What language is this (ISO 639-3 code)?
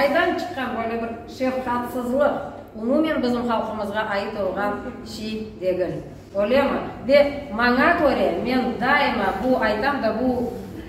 crh